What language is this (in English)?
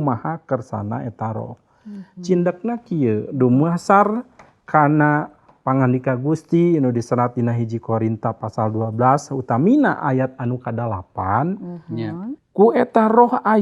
Sundanese